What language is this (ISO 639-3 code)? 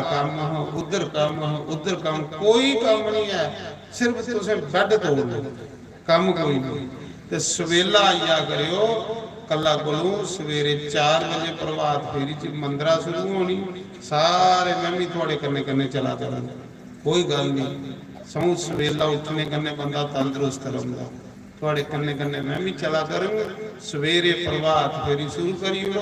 doi